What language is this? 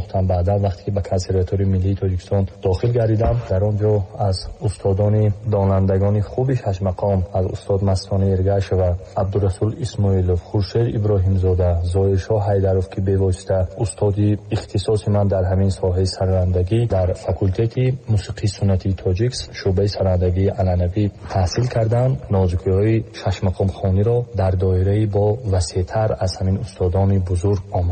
Tajik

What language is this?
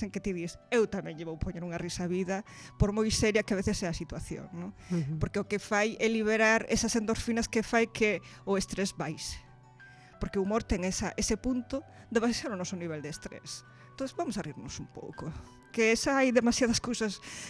Galician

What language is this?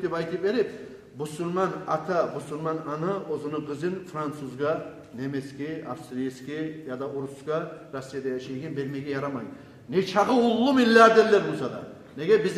Kumyk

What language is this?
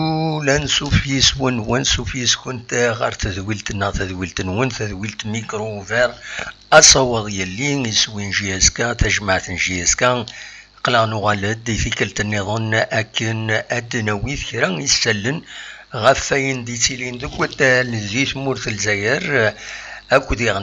Kabyle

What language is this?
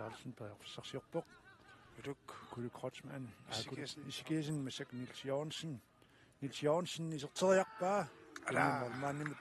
Kalaallisut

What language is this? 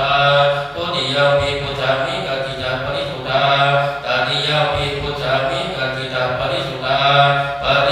Pali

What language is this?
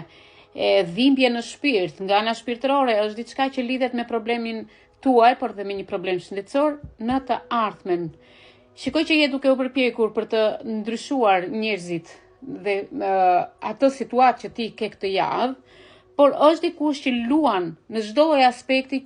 Albanian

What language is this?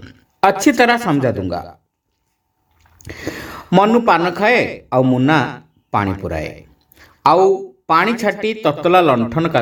Odia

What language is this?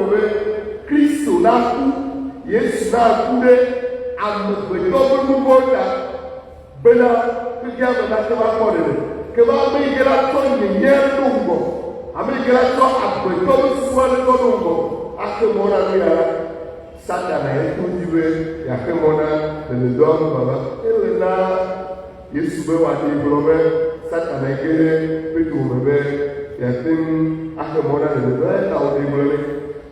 Ewe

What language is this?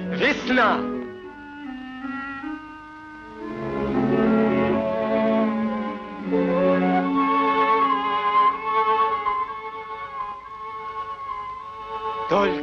Russian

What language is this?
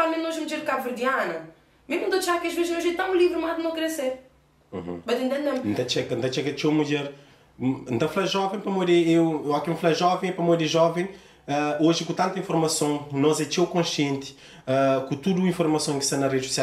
Kabuverdianu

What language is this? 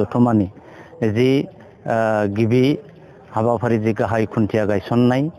Bodo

